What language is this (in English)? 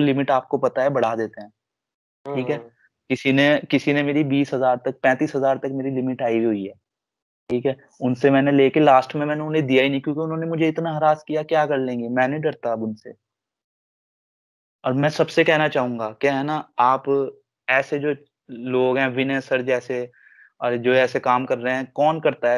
Hindi